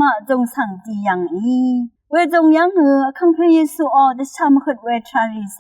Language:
Rawang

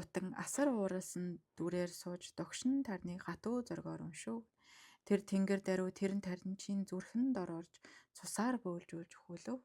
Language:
Mongolian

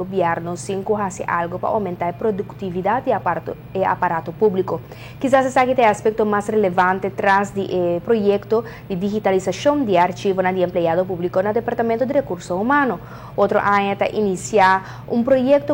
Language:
Papiamento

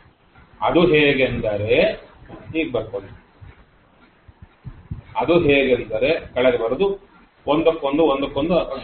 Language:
Kannada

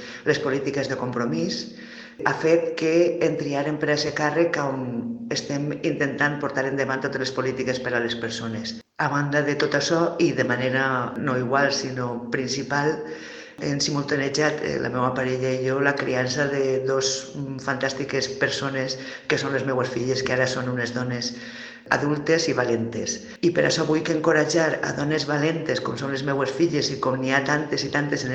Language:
Catalan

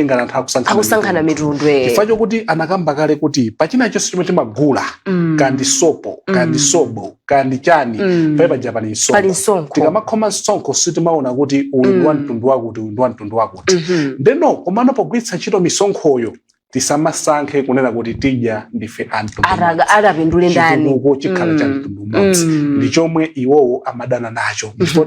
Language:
Nyanja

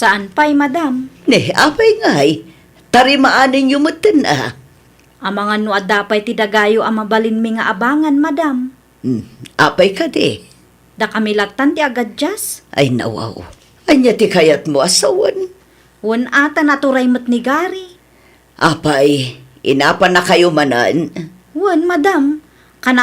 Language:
Iloko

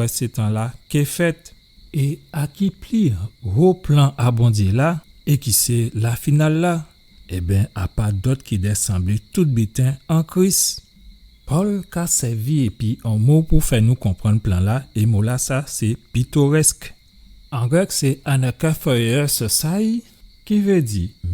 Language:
Guadeloupean Creole French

